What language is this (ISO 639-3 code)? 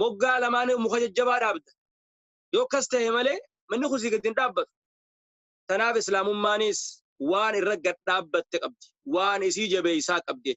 orm